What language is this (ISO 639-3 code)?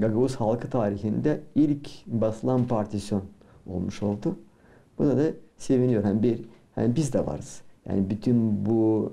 gag